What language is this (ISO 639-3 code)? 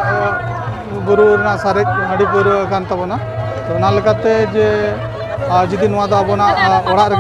sat